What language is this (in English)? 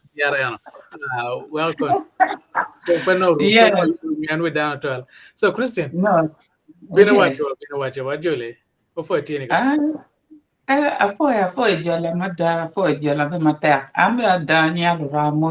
Acoli